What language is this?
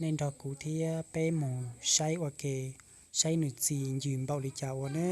Hmong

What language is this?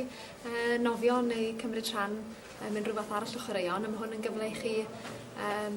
Welsh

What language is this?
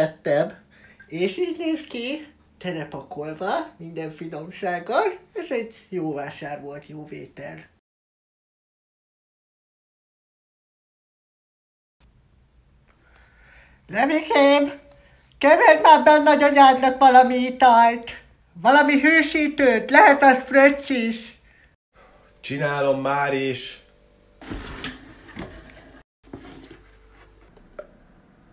Hungarian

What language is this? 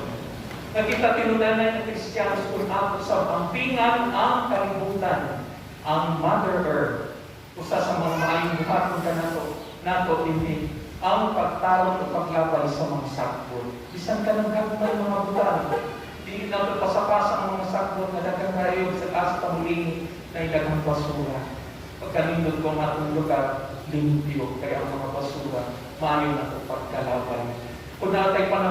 Cebuano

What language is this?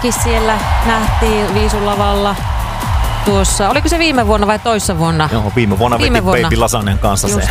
Finnish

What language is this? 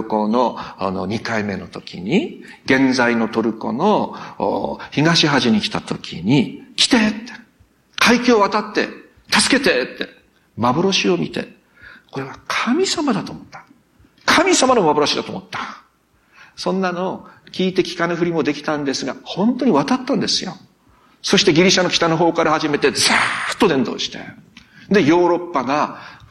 Japanese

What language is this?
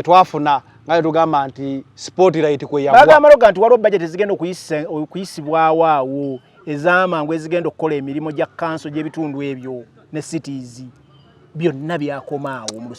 Ganda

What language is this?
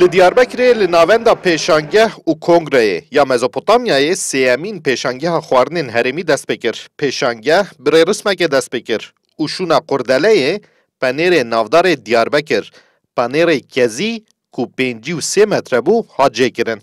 Kurdish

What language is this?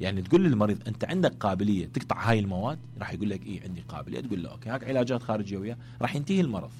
Mesopotamian Arabic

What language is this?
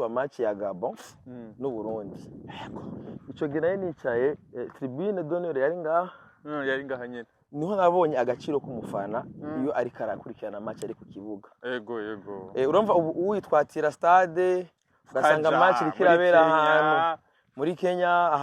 Rundi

